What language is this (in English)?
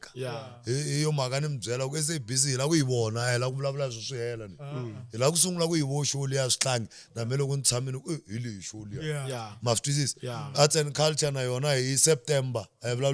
Tsonga